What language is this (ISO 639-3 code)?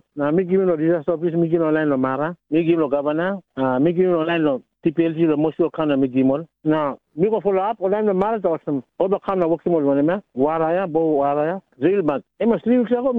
tpi